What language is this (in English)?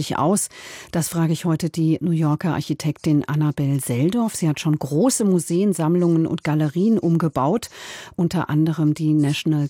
German